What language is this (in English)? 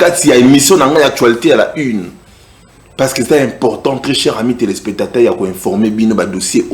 Lingala